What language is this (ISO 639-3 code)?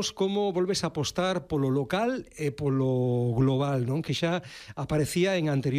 glg